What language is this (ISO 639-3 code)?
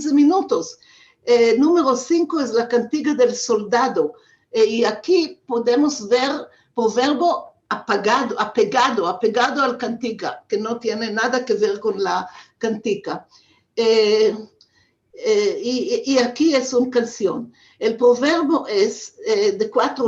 lad